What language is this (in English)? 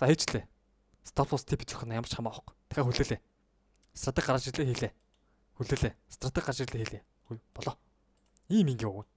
Mongolian